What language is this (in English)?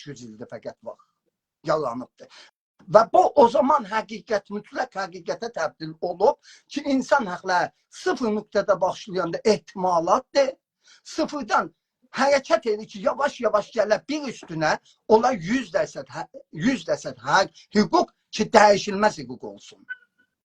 South Azerbaijani